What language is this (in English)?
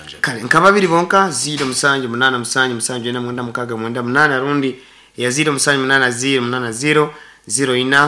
Nyankole